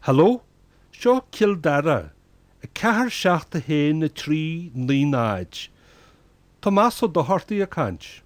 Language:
Irish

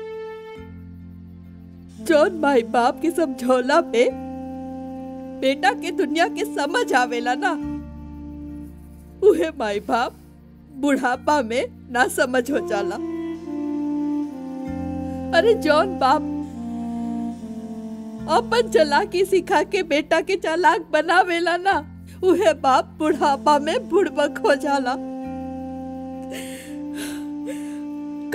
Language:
Bhojpuri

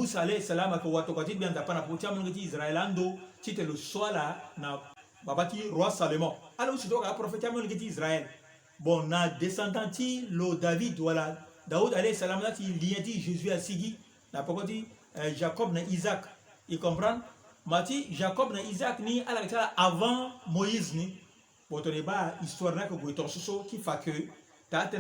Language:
Sango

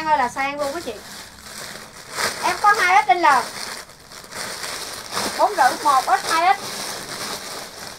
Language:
Vietnamese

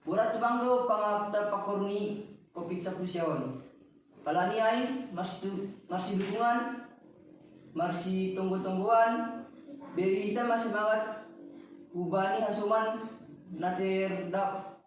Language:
Batak Simalungun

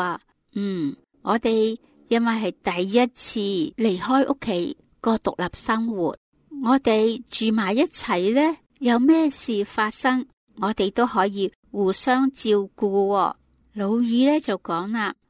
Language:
Cantonese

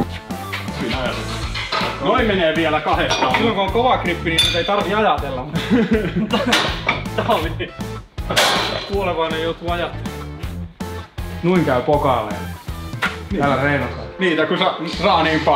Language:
Finnish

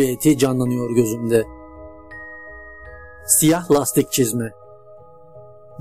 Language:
Turkish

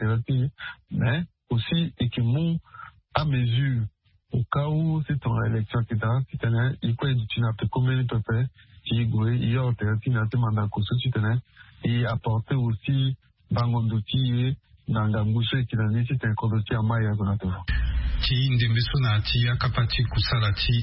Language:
Sango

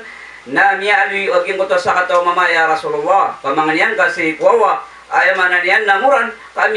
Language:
Maranao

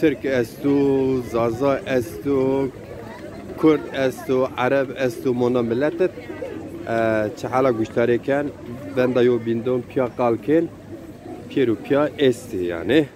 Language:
Zaza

